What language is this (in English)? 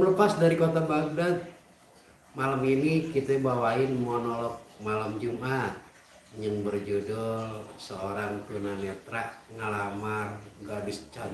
Betawi